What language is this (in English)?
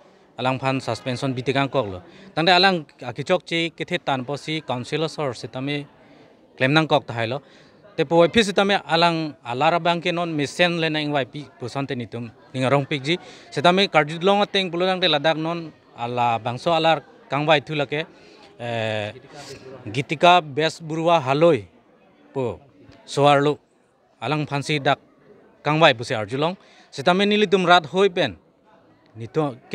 Karbi